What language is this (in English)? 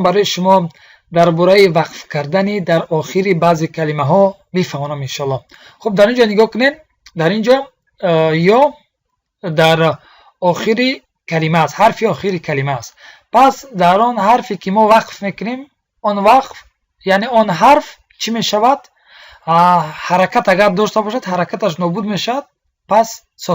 Tajik